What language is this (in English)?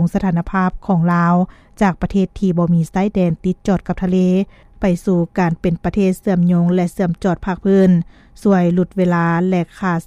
Lao